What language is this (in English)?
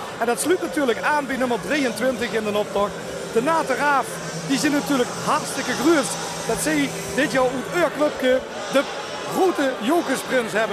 Limburgish